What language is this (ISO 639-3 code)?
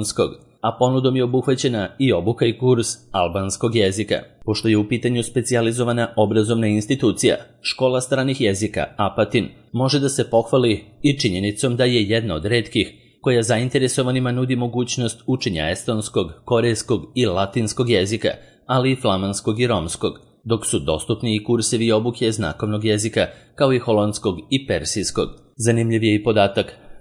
srp